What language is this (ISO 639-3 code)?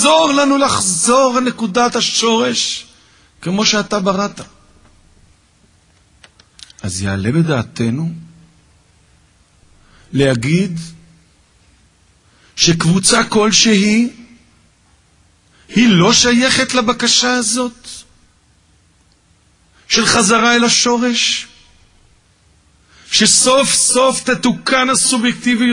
heb